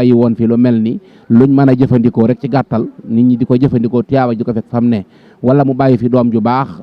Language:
Wolof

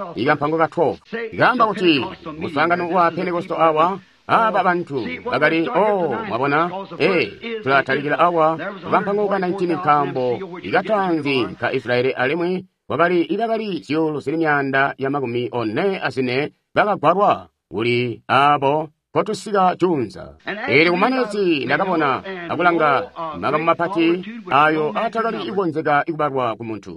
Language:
Tonga (Zambia)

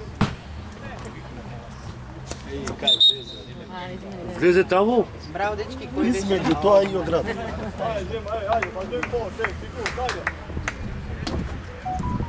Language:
Croatian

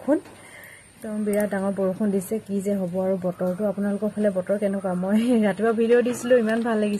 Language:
Assamese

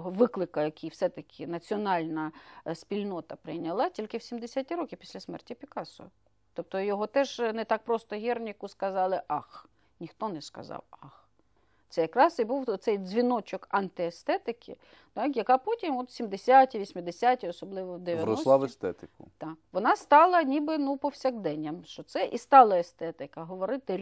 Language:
Ukrainian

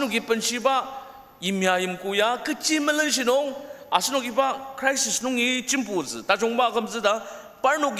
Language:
Ao Naga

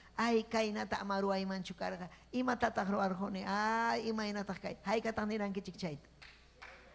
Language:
Ayacucho Quechua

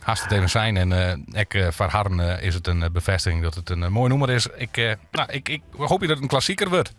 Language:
Western Frisian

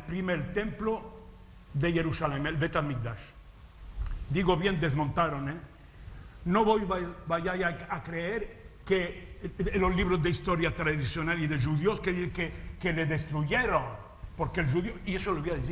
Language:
Ladino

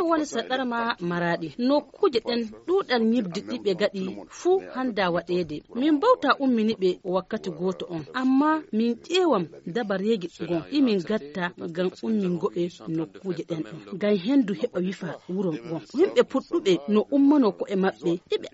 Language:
Nigerian Fulfulde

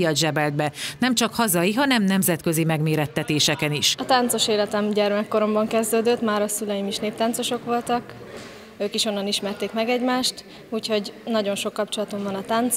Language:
Hungarian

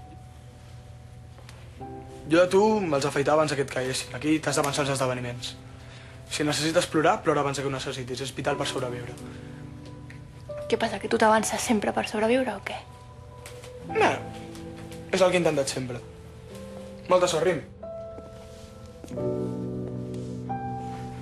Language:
Catalan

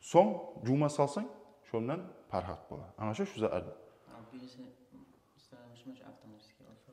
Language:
Kumyk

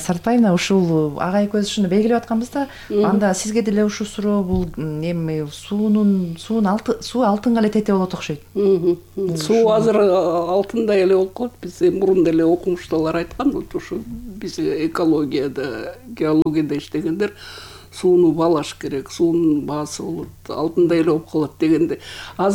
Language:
Kyrgyz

